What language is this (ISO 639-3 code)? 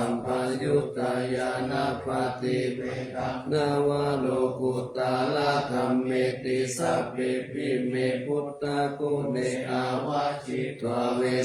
pli